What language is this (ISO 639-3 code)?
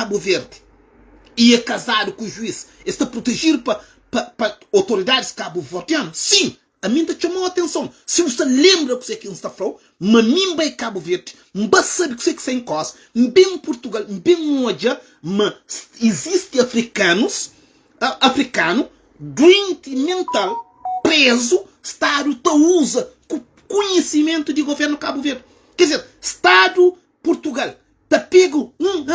kea